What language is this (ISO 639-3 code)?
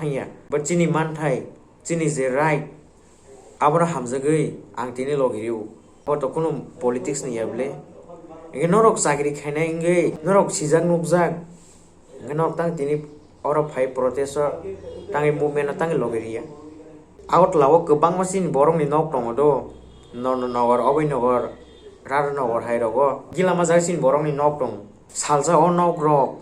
trp